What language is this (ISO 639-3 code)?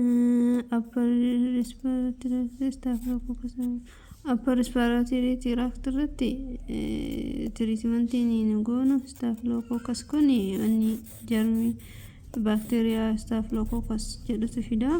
orm